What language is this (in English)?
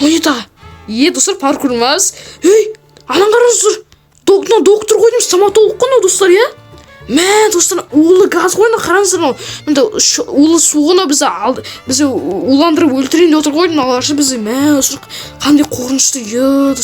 Kazakh